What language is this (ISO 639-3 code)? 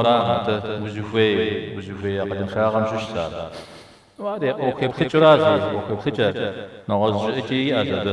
kbd